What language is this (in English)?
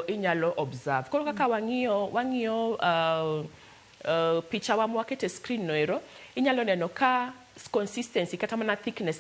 Luo (Kenya and Tanzania)